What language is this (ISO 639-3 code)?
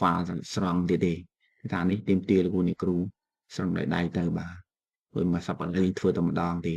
khm